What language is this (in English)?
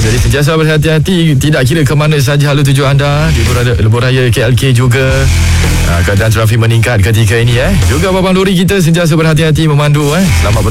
Malay